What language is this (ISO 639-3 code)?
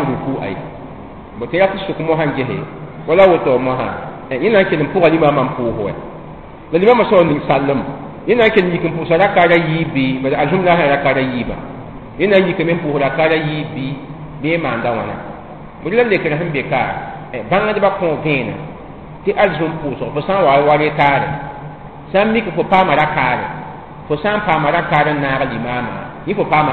mos